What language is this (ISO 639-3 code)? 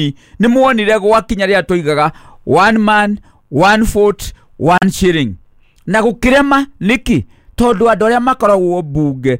kik